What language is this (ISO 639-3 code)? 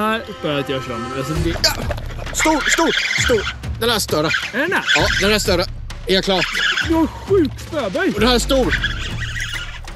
swe